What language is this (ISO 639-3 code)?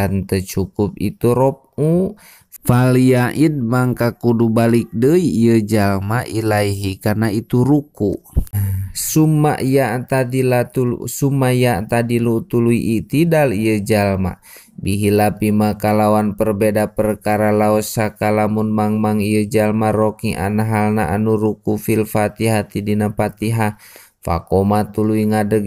sun